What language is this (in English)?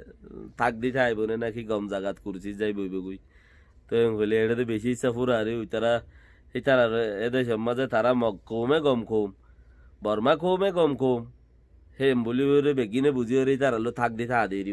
Rohingya